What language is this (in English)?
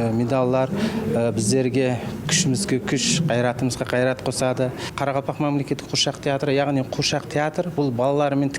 Uzbek